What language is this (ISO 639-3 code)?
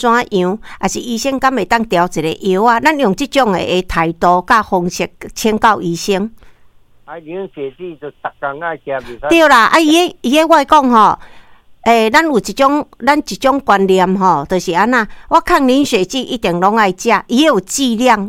nan